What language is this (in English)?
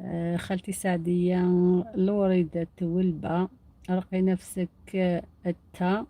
Algerian Arabic